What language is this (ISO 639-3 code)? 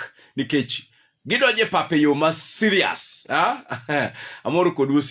luo